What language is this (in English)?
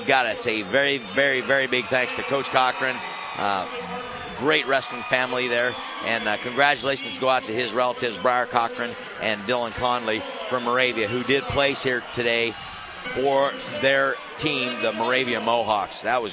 English